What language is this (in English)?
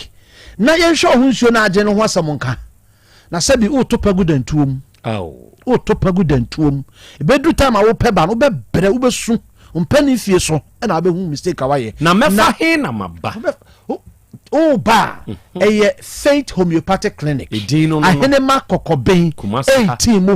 Akan